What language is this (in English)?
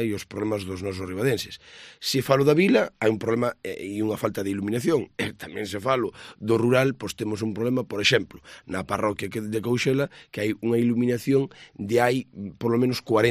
Galician